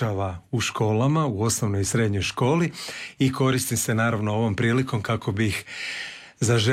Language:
Croatian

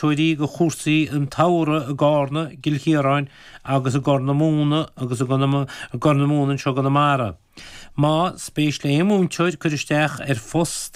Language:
Irish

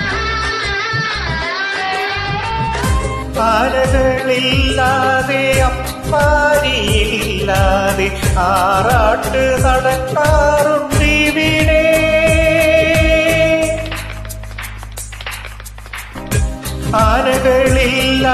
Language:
Malayalam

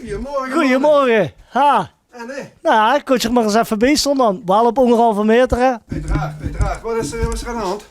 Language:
Limburgish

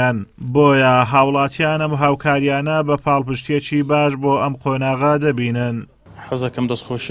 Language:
Central Kurdish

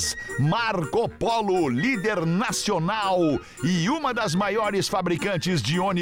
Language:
Portuguese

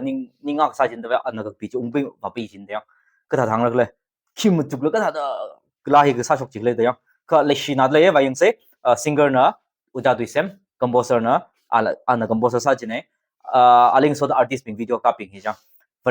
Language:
Tangkhul Naga (India)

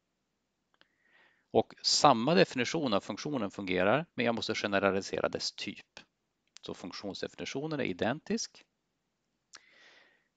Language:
Swedish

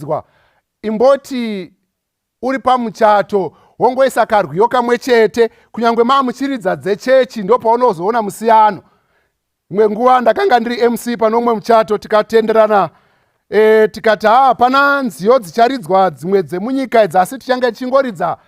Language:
Shona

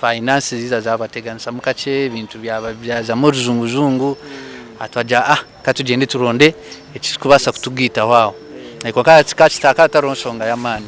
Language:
Nyankole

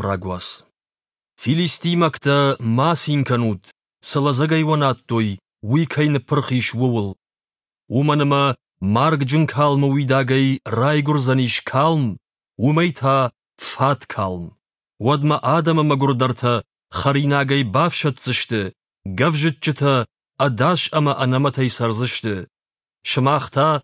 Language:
Ossetic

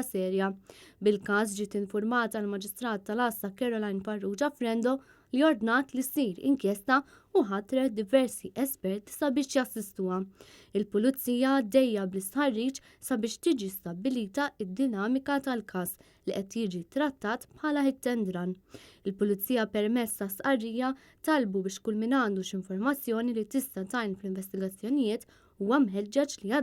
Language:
Maltese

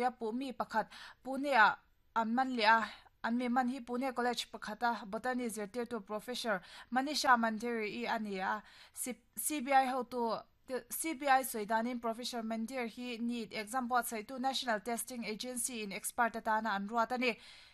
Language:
Mizo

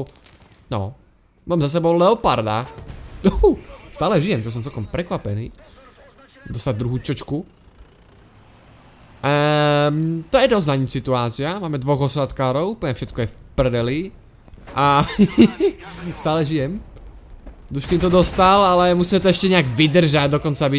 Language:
Slovak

